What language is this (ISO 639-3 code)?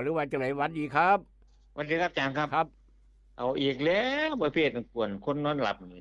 tts